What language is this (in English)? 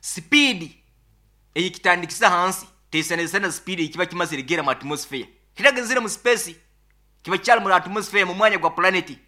Nyoro